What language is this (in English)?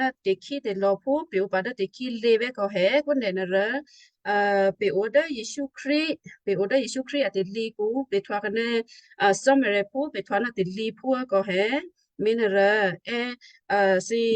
Western Kayah